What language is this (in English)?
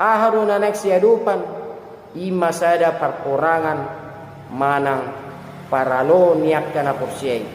Batak Toba